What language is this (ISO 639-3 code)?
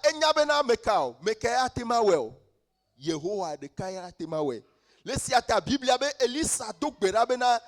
ewe